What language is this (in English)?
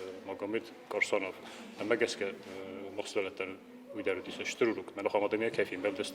Ossetic